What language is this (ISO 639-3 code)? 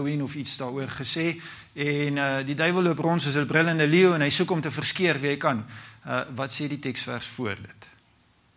afr